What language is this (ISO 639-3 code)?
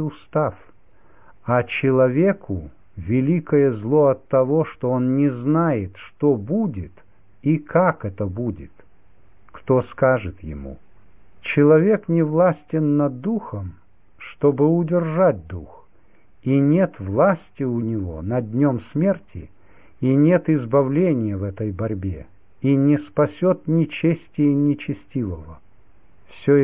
rus